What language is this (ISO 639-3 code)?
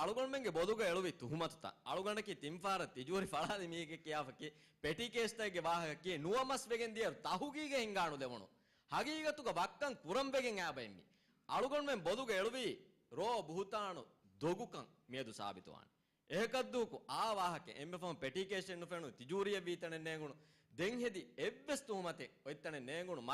div